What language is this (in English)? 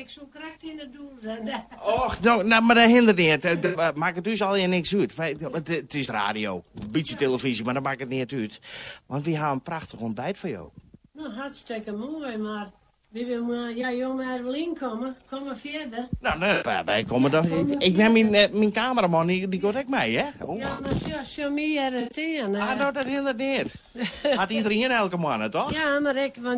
Western Frisian